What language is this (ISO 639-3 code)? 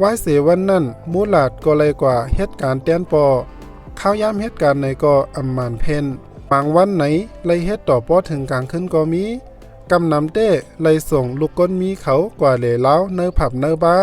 shn